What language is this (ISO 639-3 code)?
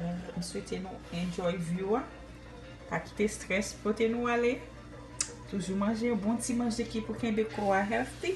hat